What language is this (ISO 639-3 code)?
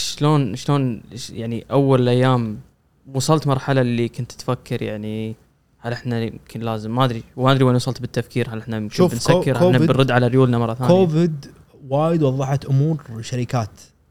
afb